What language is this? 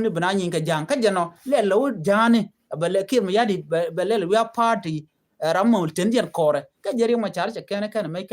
Nuer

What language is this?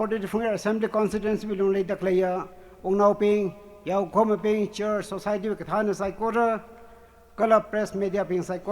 Tangkhul Naga (India)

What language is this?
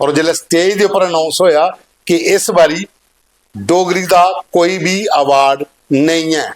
Dogri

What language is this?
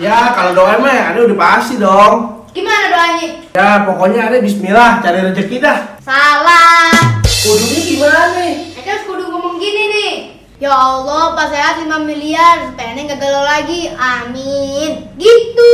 Betawi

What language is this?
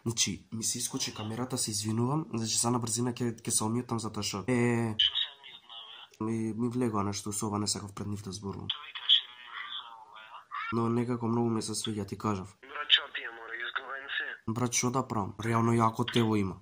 Macedonian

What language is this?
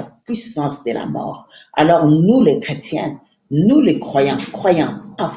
French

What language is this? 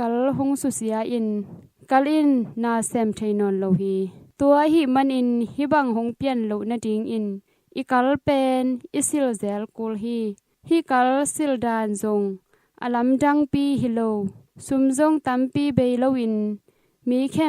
Tedim Chin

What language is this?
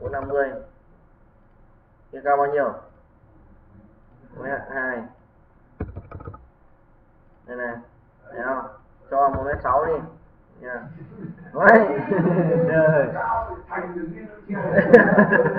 Vietnamese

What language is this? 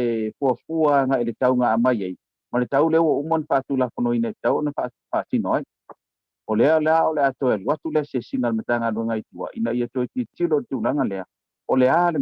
Samoan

